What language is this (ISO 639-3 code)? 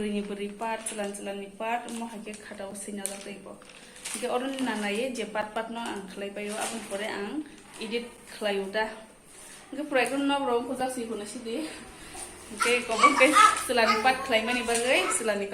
trp